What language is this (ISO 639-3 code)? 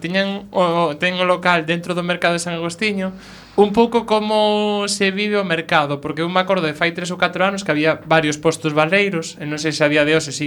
glg